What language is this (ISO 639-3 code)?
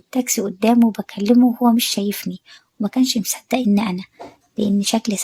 arz